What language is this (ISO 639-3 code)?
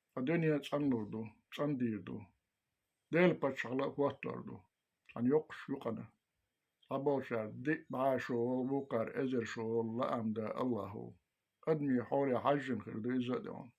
che